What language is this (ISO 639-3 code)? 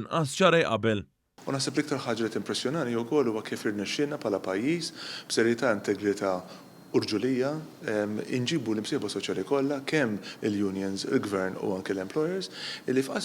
mlt